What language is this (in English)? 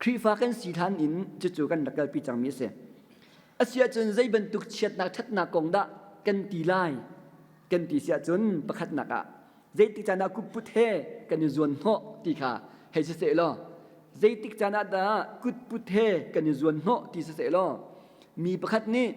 Hakha Chin